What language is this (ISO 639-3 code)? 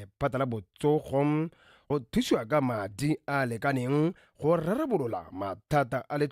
tsn